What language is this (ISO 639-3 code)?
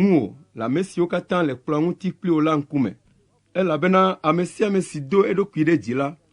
ewe